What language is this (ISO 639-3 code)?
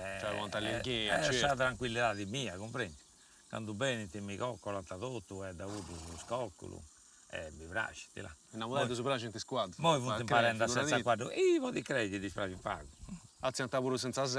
srd